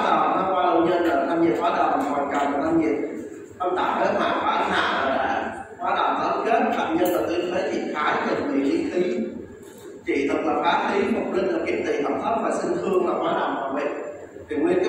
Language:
Vietnamese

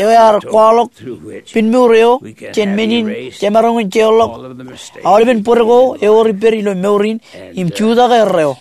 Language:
Marshallese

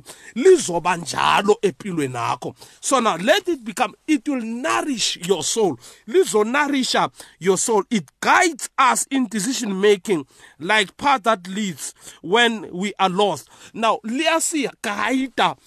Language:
South Ndebele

